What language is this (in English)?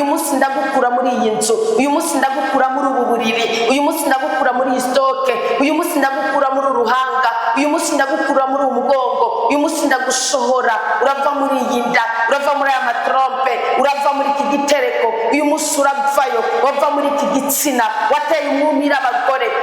Rundi